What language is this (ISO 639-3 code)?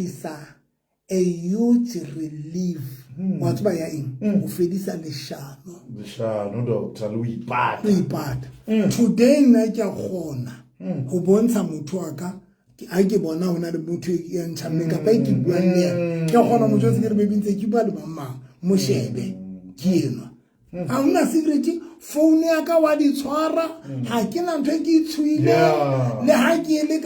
sot